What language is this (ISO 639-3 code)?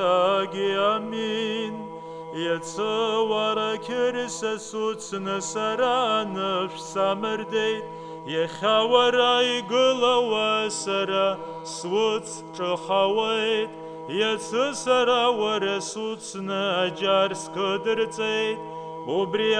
abk